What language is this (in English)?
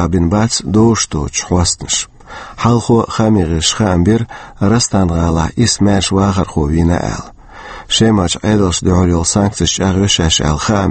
Chechen